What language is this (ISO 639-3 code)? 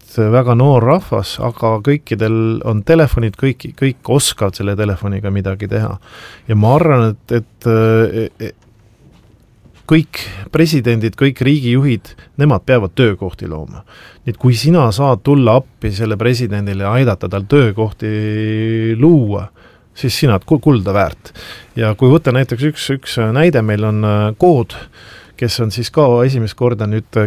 est